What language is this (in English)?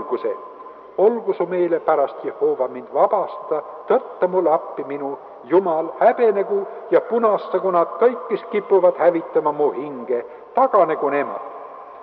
Estonian